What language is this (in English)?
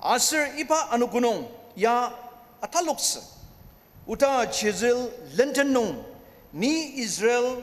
Ao Naga